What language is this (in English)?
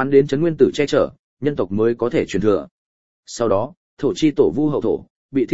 Vietnamese